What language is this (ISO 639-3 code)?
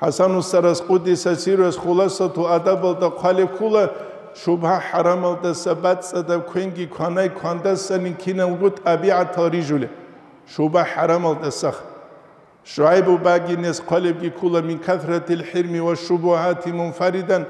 ava